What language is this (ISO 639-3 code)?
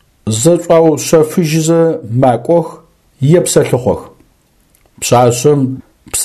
ady